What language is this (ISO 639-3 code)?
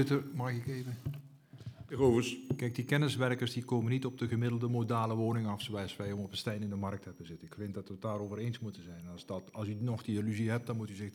nld